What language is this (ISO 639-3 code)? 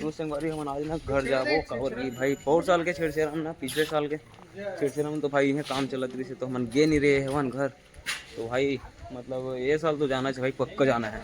hne